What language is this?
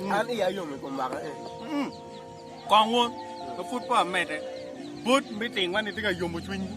Acoli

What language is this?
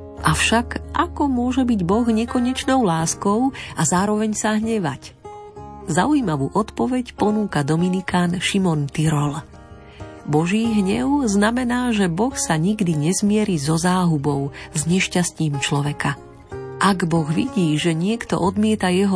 Slovak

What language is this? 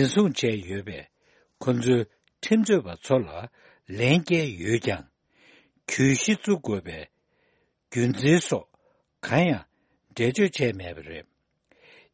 Tibetan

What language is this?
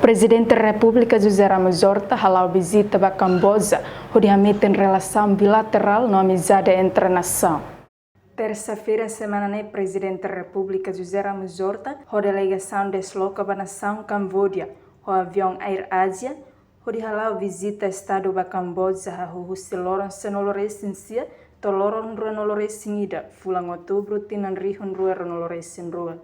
Tetum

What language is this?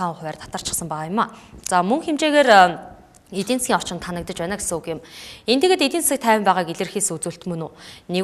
Mongolian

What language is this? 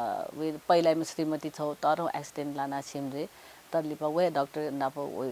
Newari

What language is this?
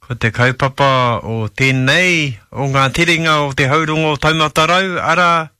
Māori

